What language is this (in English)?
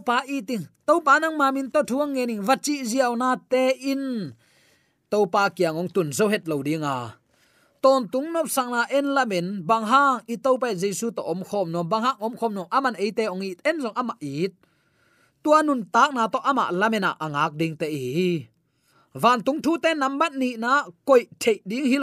Tedim Chin